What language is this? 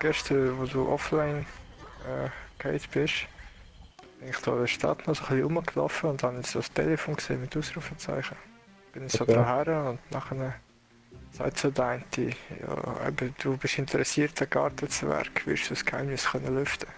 Swiss German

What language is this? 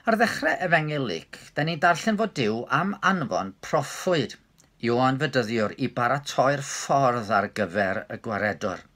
Welsh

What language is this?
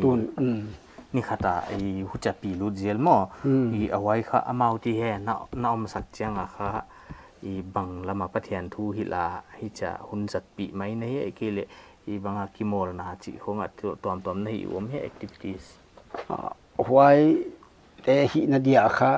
Paite Chin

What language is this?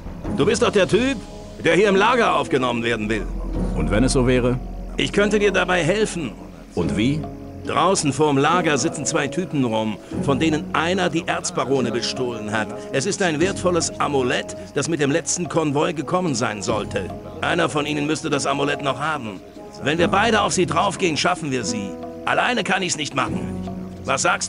Bavarian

